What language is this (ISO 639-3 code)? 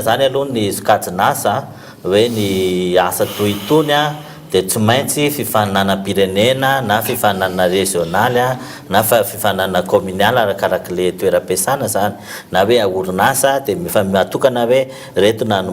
mlg